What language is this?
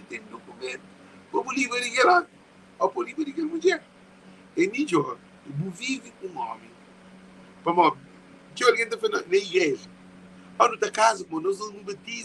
Kabuverdianu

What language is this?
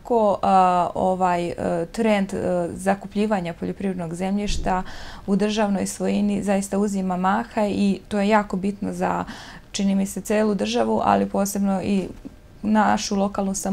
Serbian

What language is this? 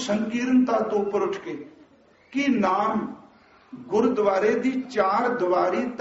Punjabi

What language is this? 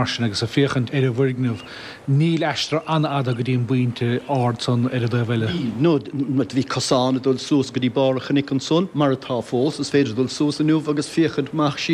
Irish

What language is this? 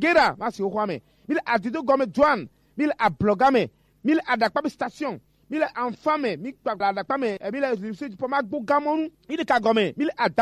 Gen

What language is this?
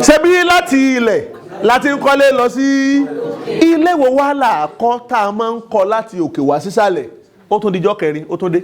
Yoruba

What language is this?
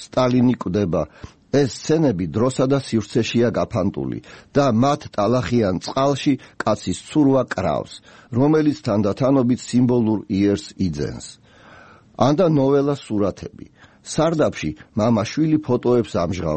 Georgian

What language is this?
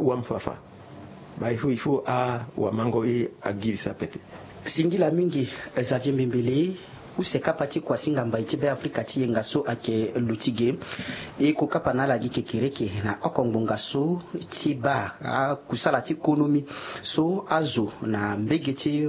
Sango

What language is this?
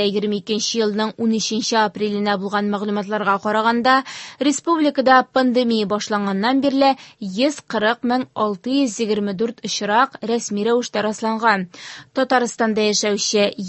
Tatar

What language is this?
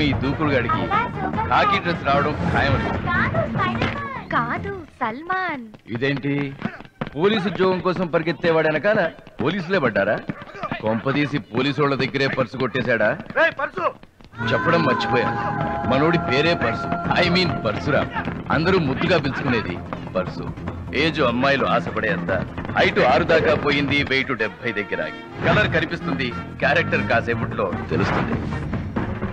Telugu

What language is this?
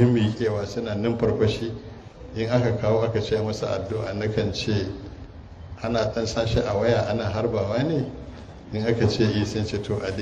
Hausa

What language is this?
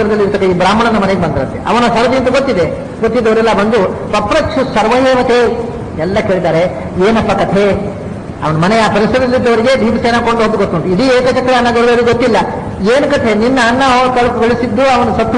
Kannada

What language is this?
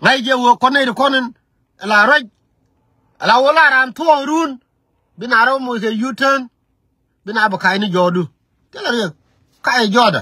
Nuer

